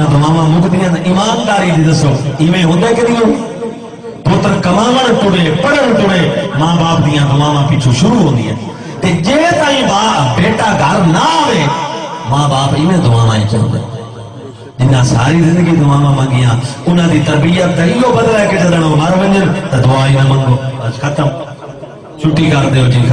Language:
Saraiki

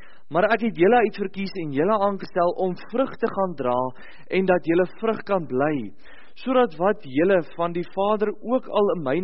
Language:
Afrikaans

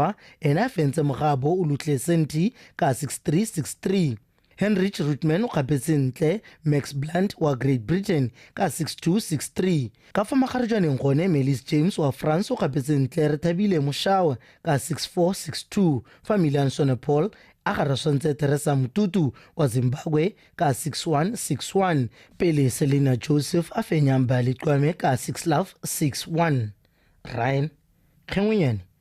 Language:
Tswana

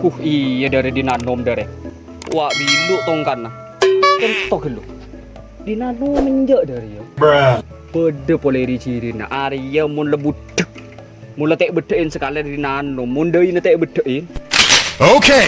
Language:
Madurese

